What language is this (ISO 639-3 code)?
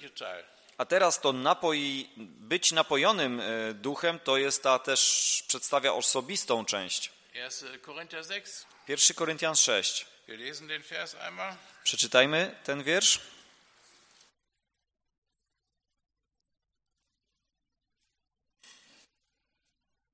pol